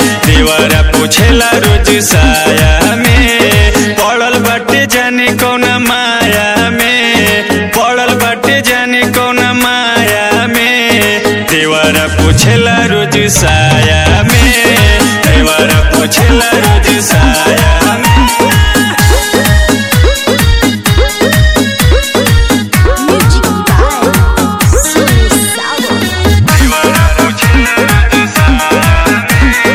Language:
Bhojpuri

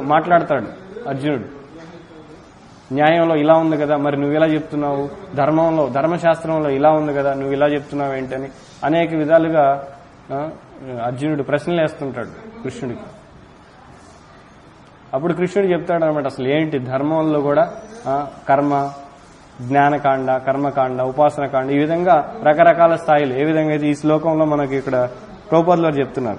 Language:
Telugu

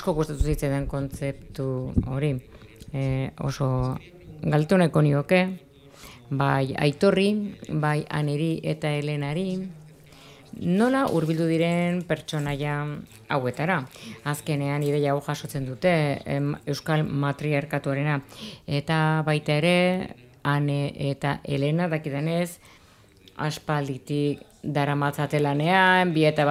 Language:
Basque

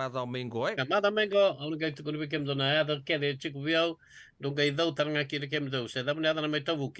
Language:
Fijian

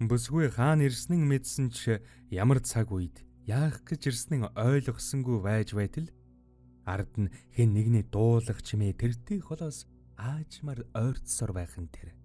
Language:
Mongolian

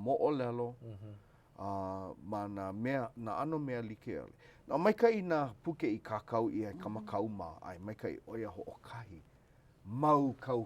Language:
Hawaiian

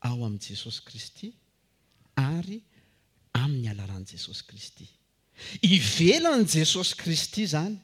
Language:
Malagasy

